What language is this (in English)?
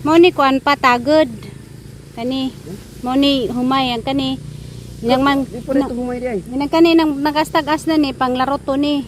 Cebuano